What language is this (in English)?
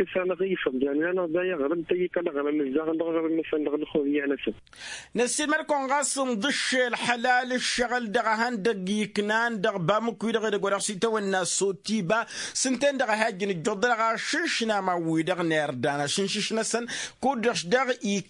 Tamasheq